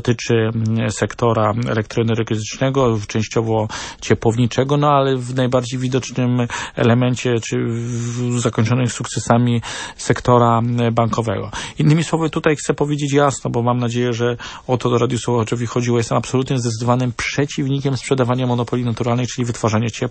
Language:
Polish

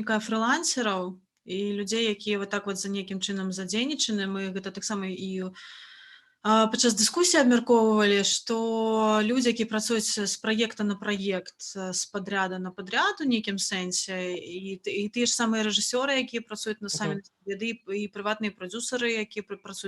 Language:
Belarusian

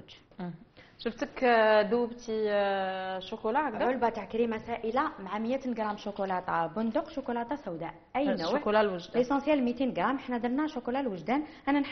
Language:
Algerian Arabic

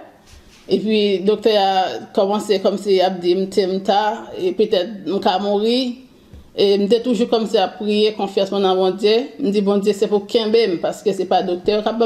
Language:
Haitian Creole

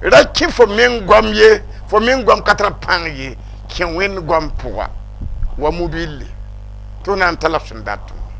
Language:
Mossi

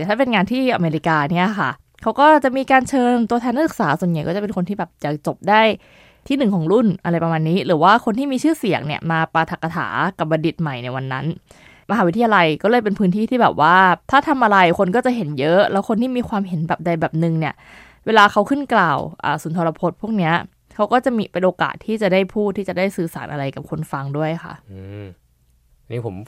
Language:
Thai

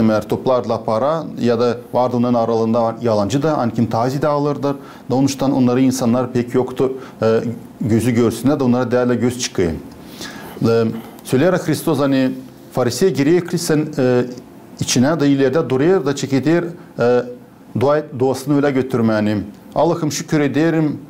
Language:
Gagauz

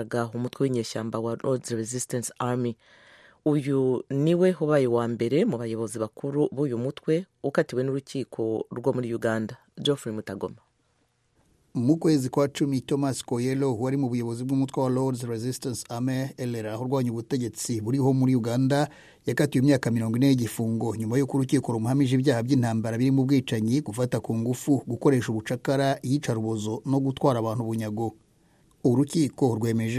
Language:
Kinyarwanda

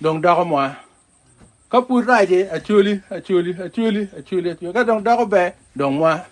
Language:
Acoli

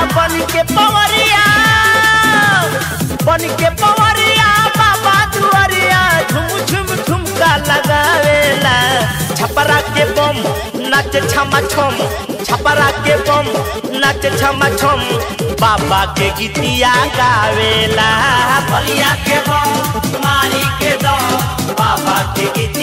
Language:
Bhojpuri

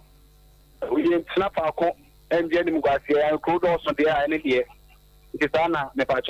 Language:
Akan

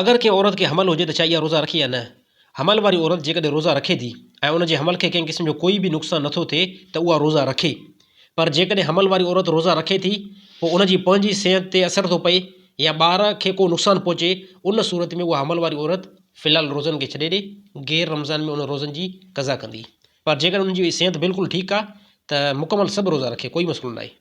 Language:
Sindhi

